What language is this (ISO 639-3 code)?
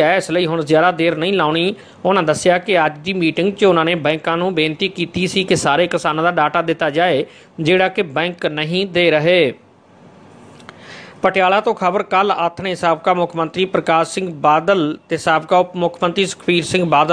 pan